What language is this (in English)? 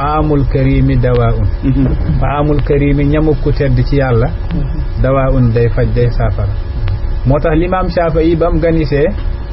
Wolof